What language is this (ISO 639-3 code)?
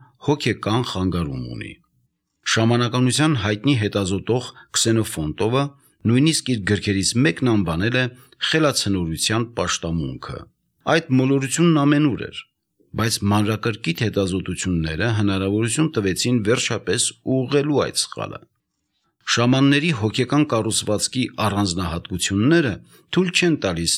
hye